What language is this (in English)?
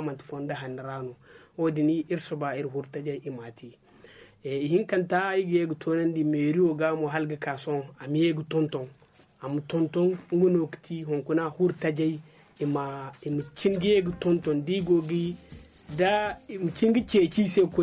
Zarma